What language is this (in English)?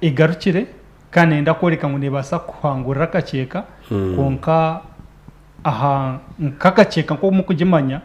Nyankole